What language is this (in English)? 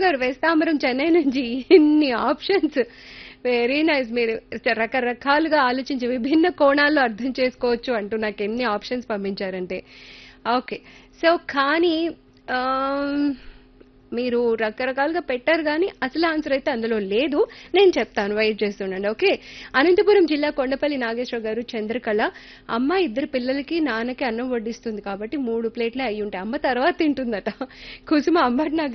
Telugu